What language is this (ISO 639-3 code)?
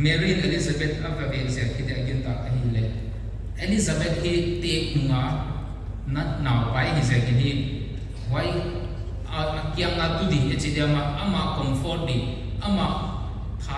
pck